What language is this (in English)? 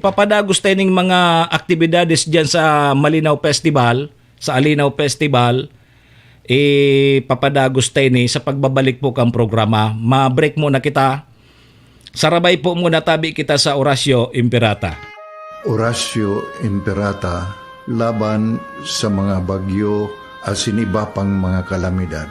Bikol